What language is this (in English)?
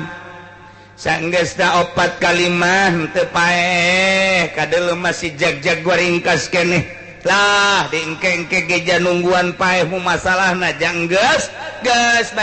Sundanese